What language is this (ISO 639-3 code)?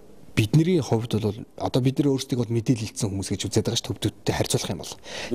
mon